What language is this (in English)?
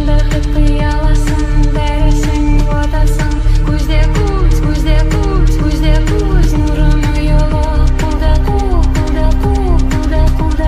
Kara-Kalpak